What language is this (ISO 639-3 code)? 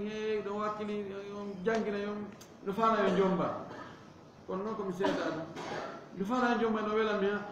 ful